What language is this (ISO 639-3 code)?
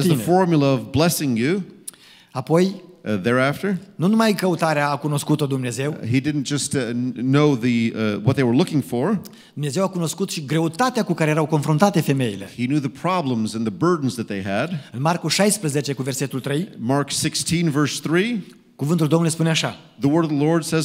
ron